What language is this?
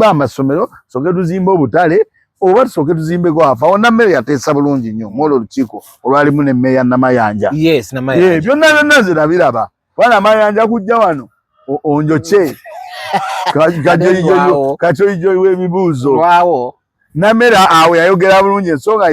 Ganda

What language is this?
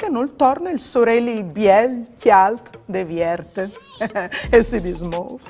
Friulian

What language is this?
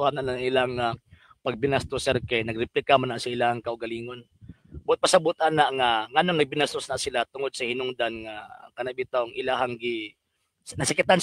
Cebuano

